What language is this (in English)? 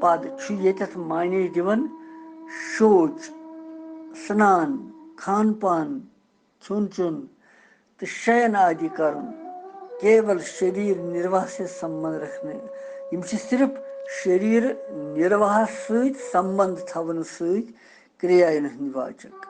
Kashmiri